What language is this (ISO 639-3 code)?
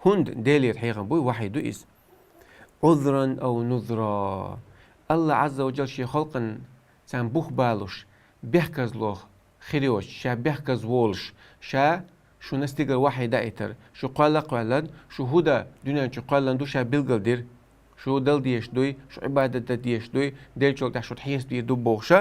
che